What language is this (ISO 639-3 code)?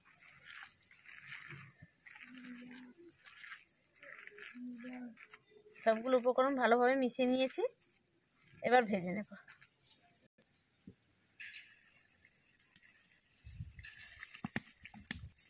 ben